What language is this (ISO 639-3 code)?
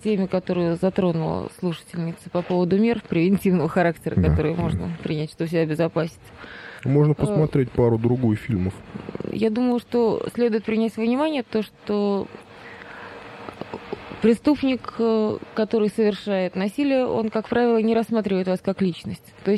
rus